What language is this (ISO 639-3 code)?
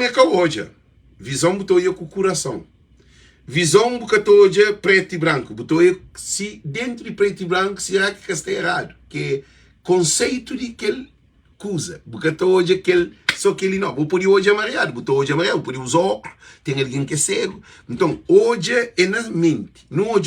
kea